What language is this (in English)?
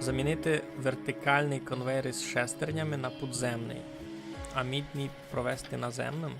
Rusyn